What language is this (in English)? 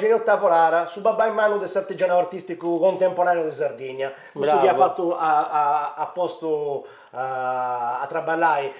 Sardinian